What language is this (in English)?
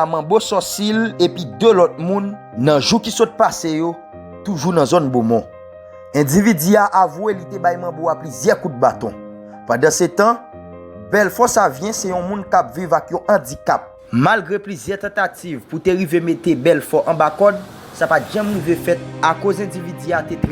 Haitian Creole